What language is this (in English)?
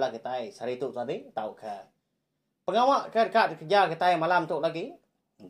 Iban